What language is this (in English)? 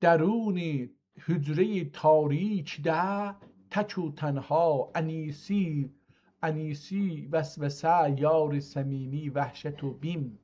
South Azerbaijani